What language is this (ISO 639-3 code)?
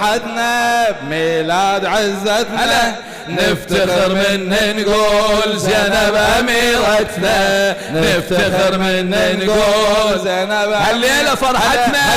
acm